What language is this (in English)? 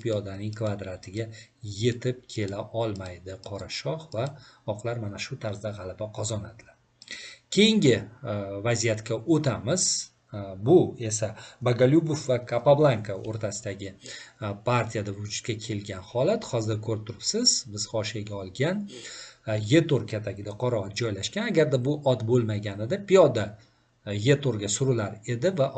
Uzbek